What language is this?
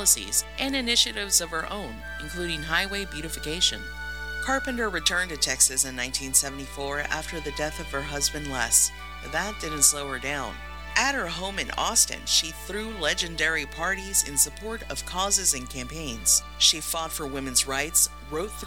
English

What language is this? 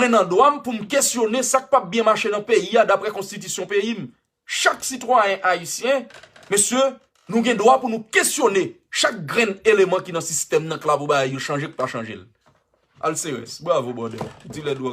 Haitian Creole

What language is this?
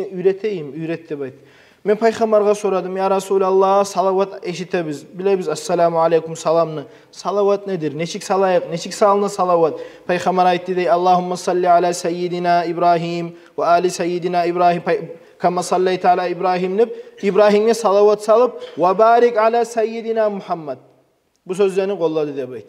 Kumyk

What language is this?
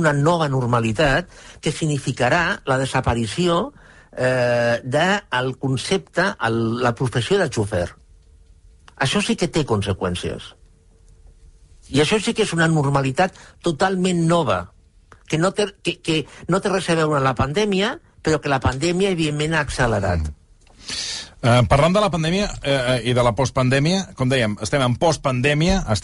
Catalan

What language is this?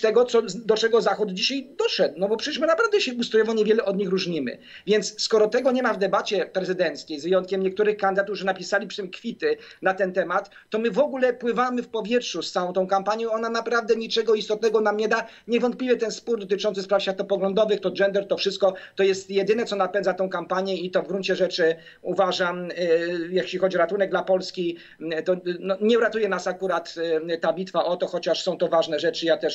Polish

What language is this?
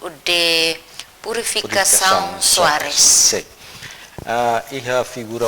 Tetum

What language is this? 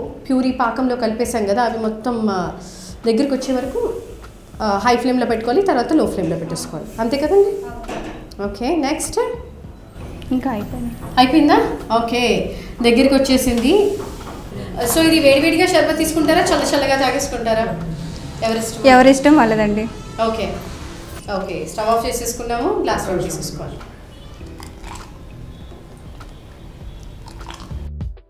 Telugu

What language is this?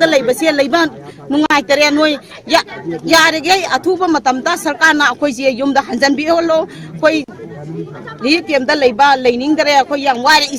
Manipuri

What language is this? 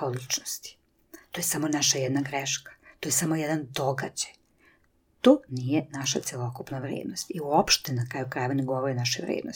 Serbian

